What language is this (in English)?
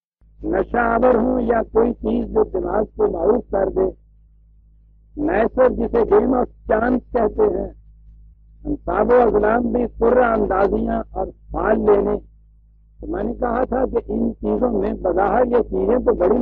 Urdu